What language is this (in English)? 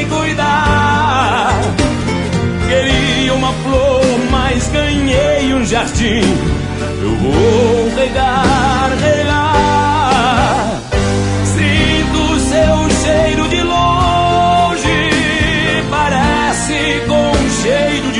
Portuguese